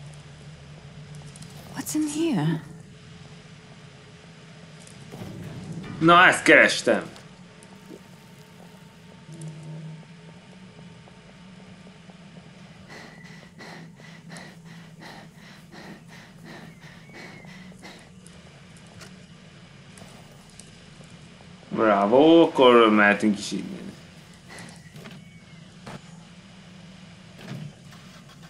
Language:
Hungarian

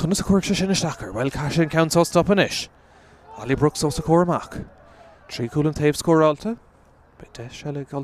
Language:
Irish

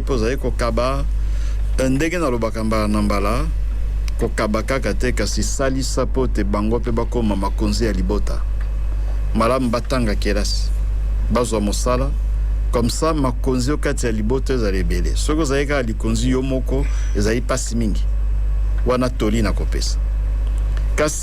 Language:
Lingala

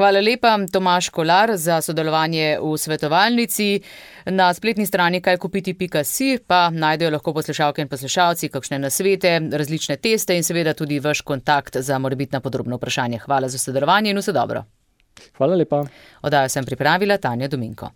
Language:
Slovenian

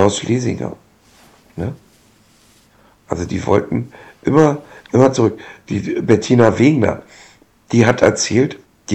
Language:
German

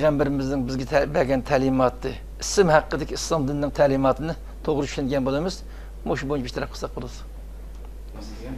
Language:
Uyghur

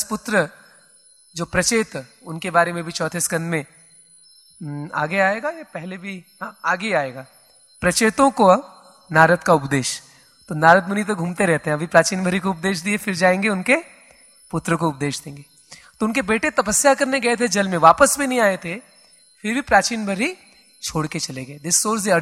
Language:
Hindi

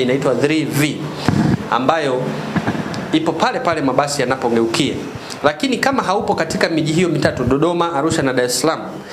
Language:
Swahili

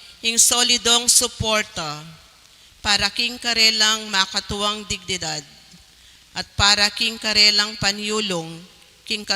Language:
Pampanga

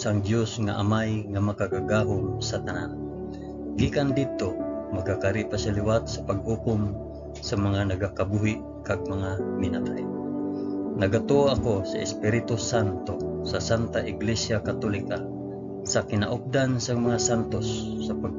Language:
Hiligaynon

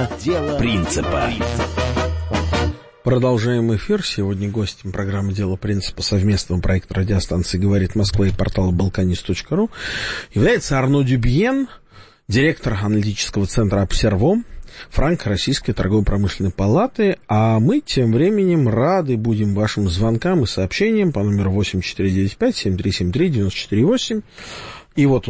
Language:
Russian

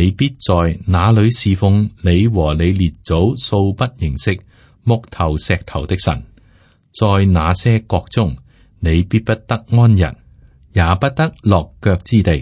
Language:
Cantonese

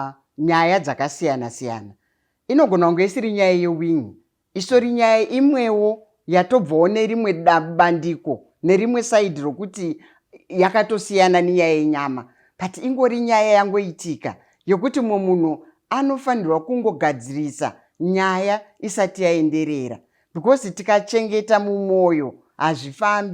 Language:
Shona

